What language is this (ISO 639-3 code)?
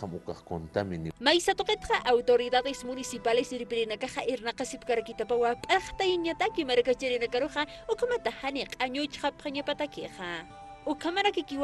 aym